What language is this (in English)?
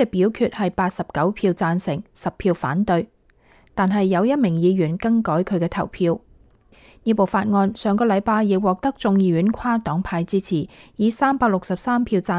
Cantonese